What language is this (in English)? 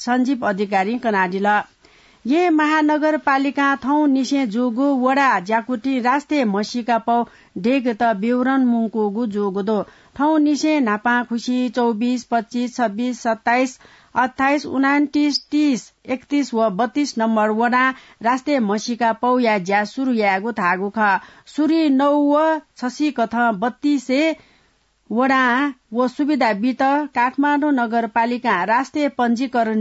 Newari